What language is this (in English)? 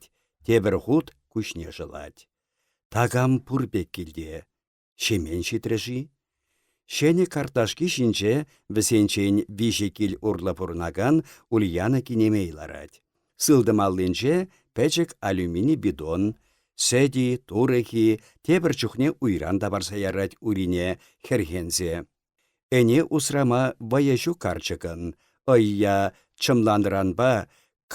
Chuvash